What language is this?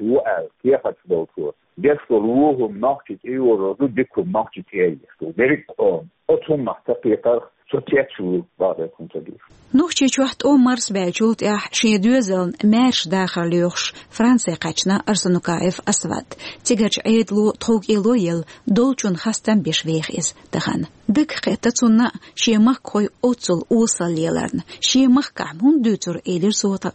Chechen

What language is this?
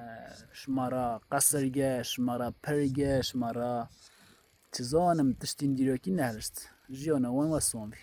Kurdish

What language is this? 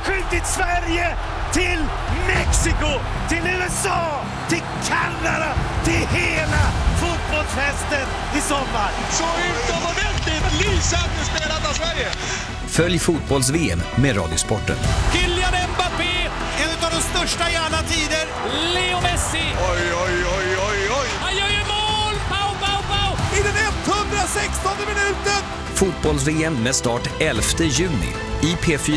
Swedish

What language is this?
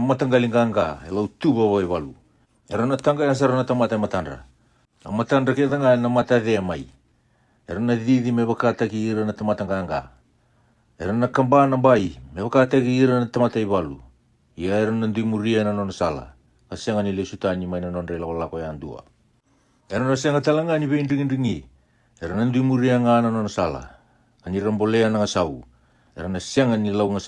Fijian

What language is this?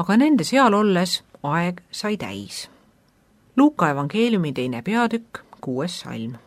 Estonian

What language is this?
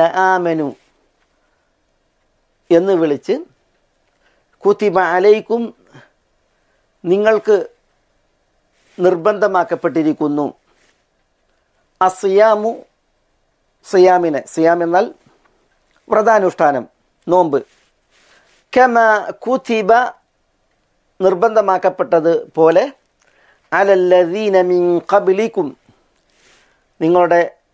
Malayalam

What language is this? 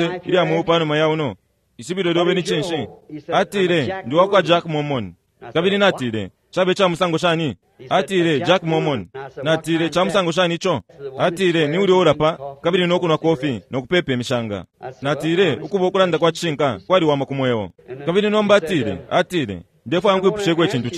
Bemba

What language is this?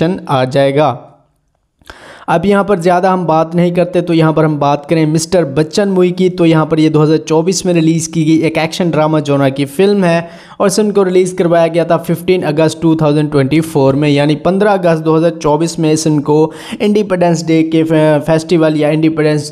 Hindi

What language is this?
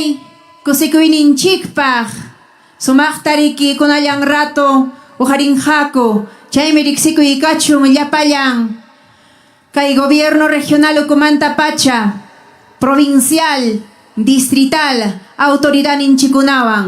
Ayacucho Quechua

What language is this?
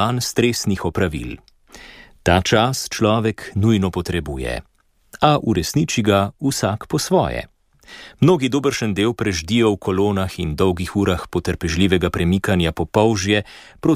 Slovenian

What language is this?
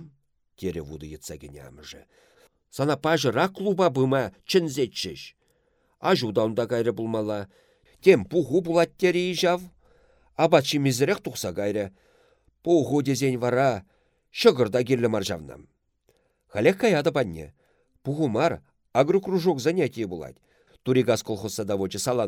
Chuvash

